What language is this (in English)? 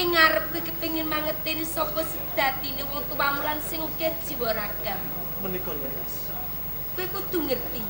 Javanese